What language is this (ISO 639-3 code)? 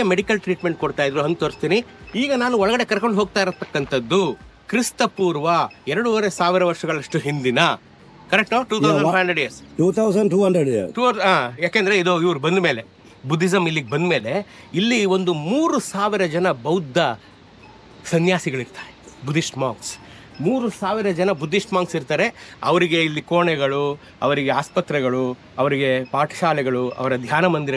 kan